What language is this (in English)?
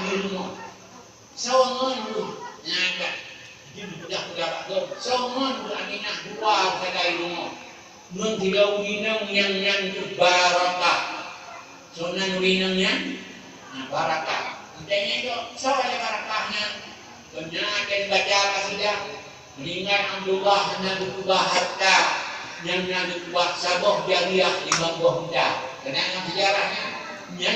Achinese